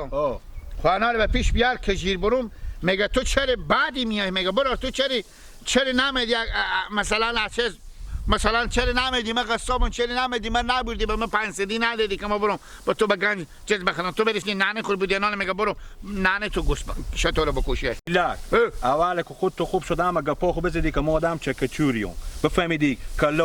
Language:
Hazaragi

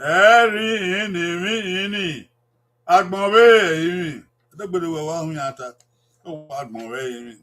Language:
Bini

